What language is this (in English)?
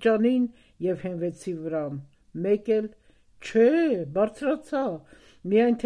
Armenian